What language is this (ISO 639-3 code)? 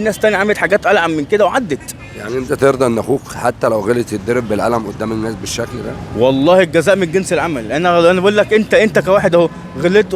arz